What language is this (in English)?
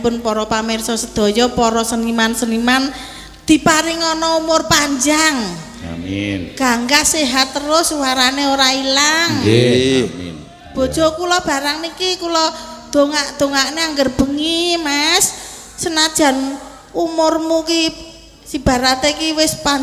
Javanese